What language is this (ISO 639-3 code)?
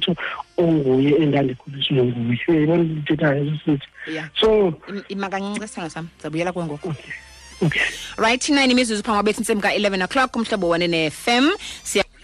xho